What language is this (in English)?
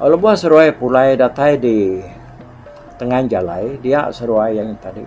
Iban